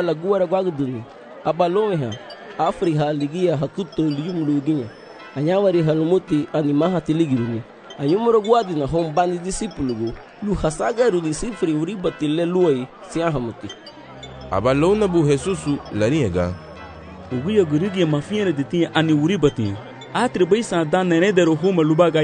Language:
Garifuna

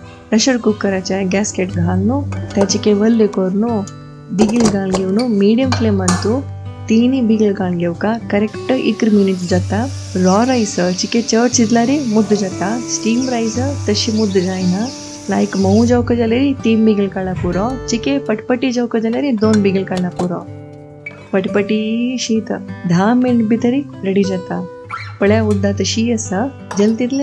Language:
Konkani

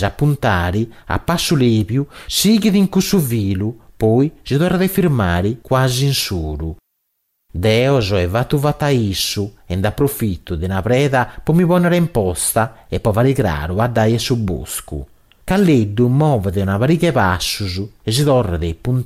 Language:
Sardinian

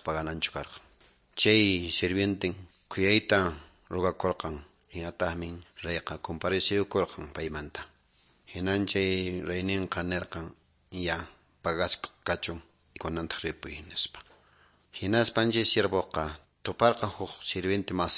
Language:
Quechua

